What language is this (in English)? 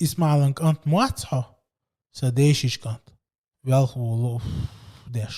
Chechen